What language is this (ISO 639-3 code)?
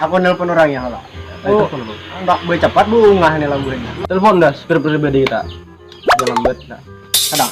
bjn